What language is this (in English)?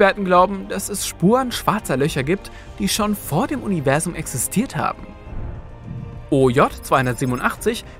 German